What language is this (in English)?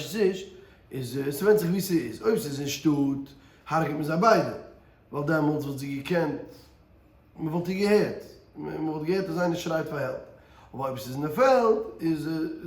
Yiddish